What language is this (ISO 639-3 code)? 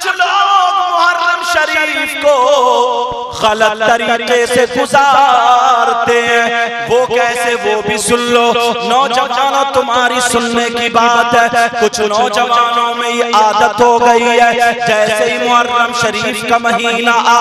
hin